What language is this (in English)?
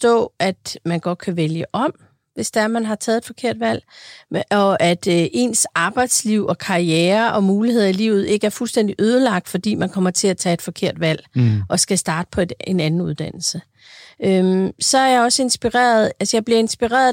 Danish